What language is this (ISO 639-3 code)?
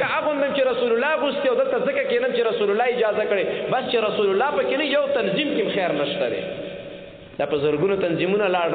pus